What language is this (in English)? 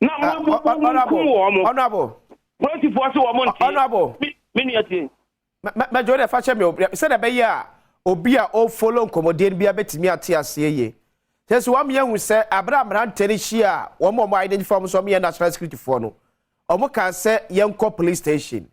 Akan